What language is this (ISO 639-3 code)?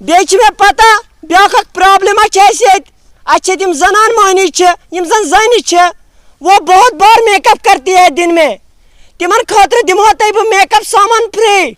kas